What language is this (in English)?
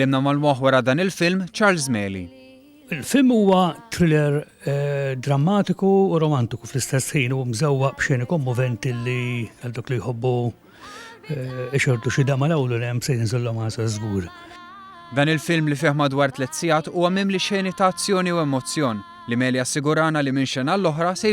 Maltese